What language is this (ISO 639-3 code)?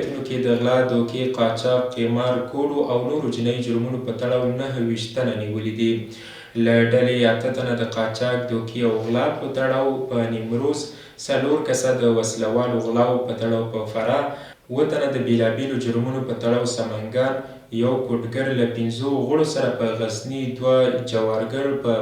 pus